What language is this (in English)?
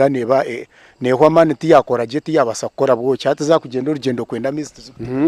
Nyankole